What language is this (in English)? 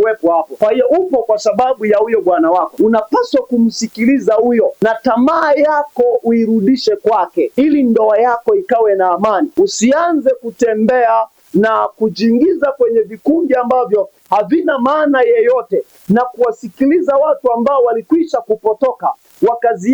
Swahili